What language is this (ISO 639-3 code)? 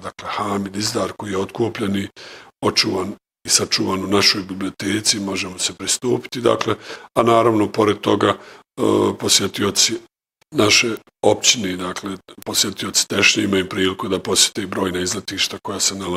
bos